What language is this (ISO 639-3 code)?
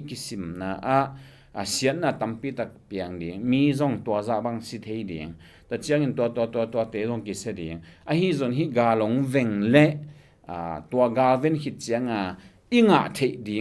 ctd